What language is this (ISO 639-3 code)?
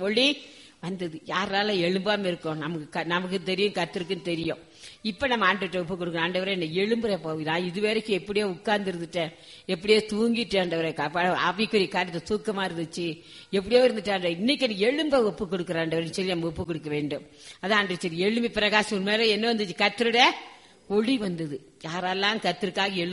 tam